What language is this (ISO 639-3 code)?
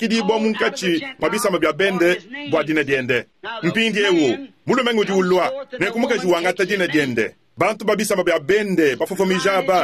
lua